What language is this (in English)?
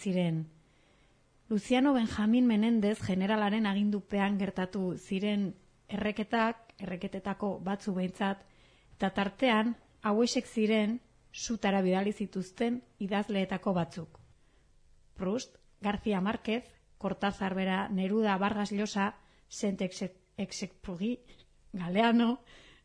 Basque